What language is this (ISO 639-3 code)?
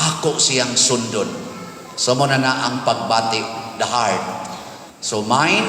ceb